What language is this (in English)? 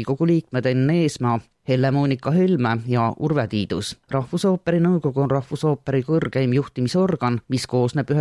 Estonian